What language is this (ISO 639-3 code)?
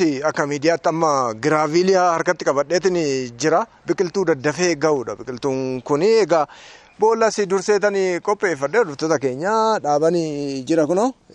orm